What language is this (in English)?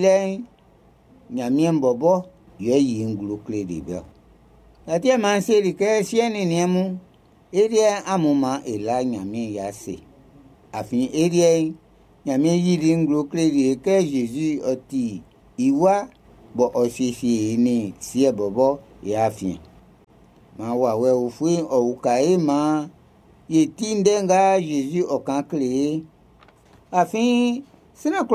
Baoulé